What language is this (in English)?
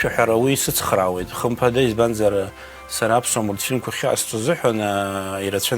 Abkhazian